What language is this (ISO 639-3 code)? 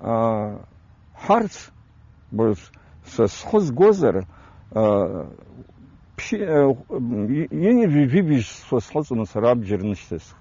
abk